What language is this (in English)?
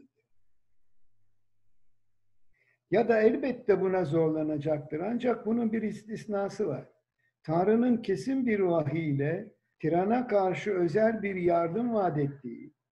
Turkish